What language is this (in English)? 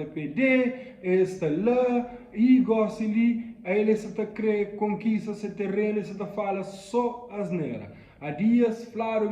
Kabuverdianu